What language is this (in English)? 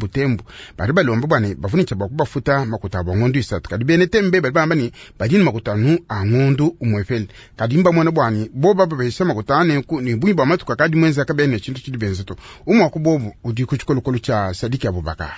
Luba-Lulua